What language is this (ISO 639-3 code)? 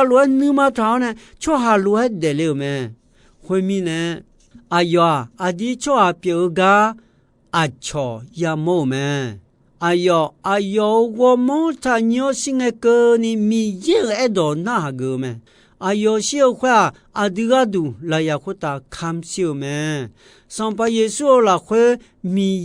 ahk